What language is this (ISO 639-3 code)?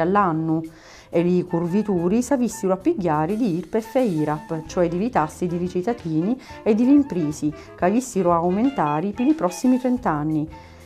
scn